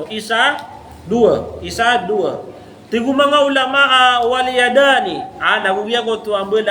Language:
Maranao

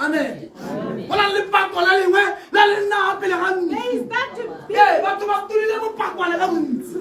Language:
Tswana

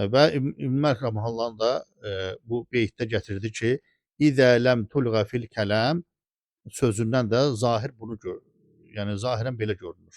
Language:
Azerbaijani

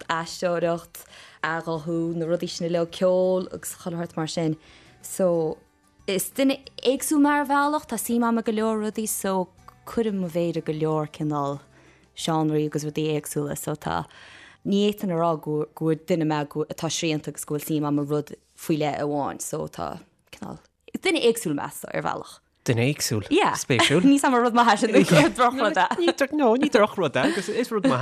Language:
Irish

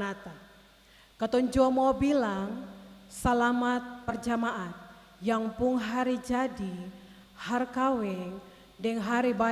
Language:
Ambonese Malay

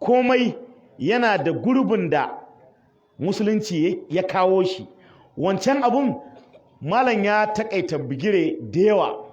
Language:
Hausa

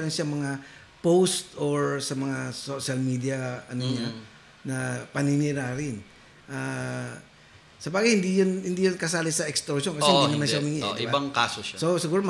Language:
Filipino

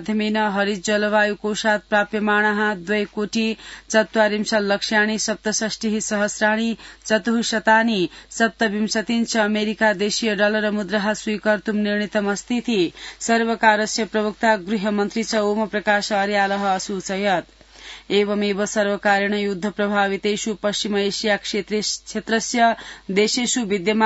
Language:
Sanskrit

